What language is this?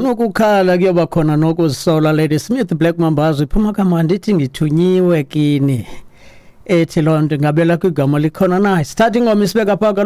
Xhosa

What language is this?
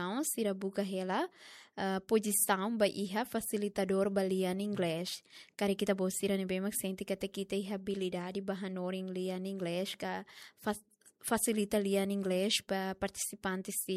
Tetum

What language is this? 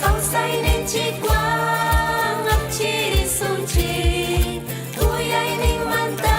Ayacucho Quechua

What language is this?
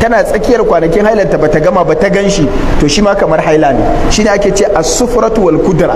Hausa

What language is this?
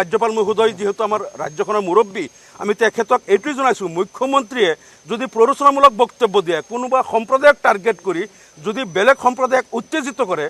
Assamese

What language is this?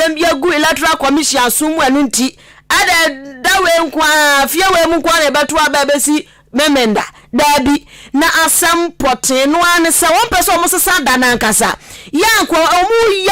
Akan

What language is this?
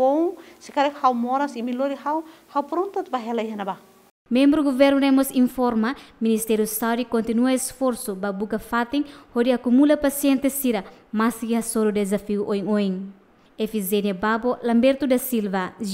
Tetum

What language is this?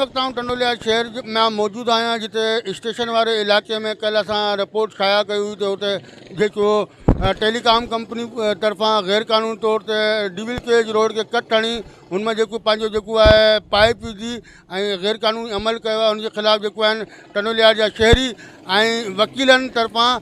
Sindhi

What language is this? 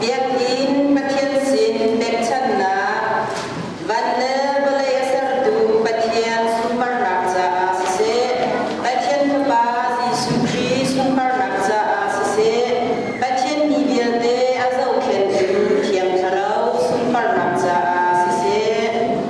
Hakha Chin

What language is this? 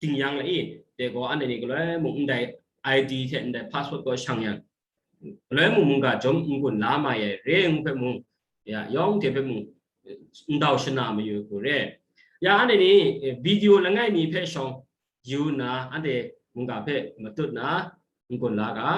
Kachin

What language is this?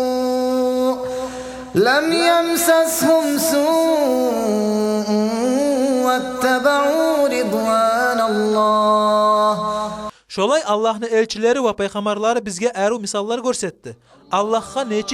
Kumyk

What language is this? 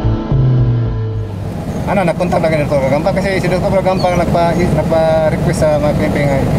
Filipino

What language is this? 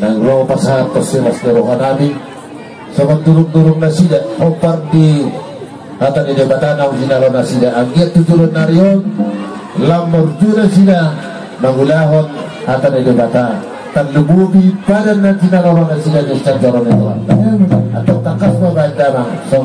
Batak Toba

